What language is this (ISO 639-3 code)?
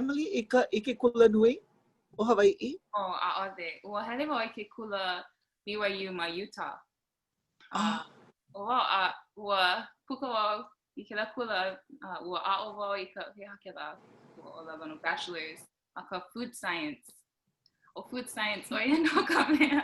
haw